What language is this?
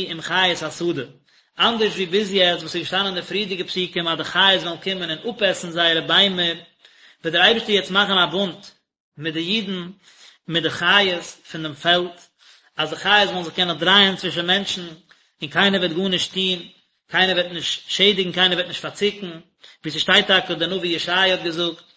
Yiddish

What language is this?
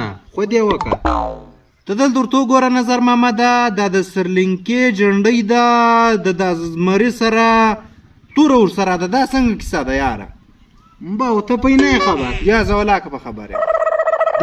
Pashto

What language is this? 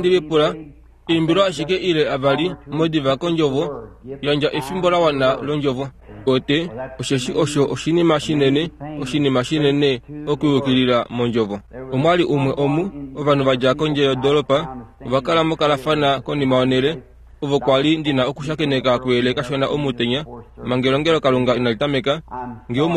Kuanyama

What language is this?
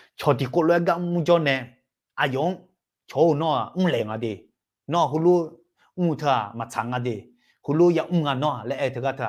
Akha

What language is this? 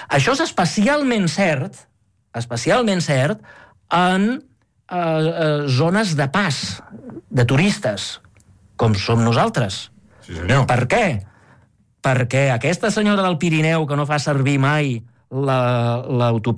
Catalan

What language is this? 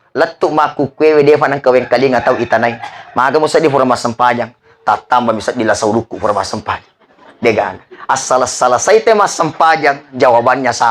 Buginese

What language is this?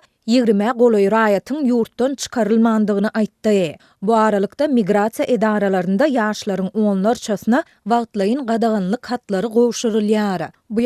Turkmen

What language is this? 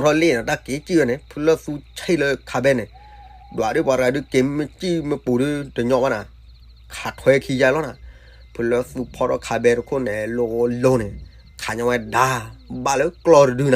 S'gaw Karen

